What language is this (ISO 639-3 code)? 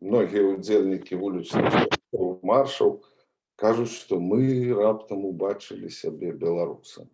bel